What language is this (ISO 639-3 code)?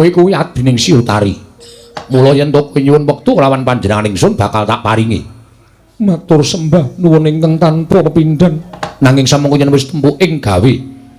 jav